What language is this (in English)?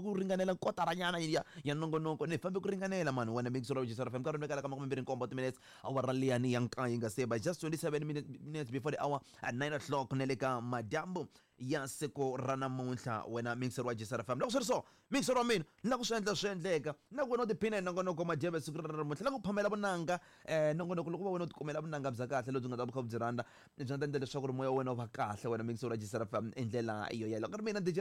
Tsonga